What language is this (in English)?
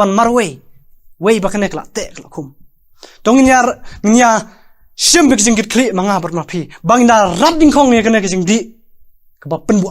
Khasi